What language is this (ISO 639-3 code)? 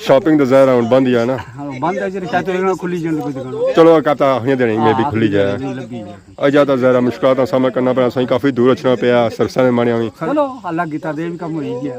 phr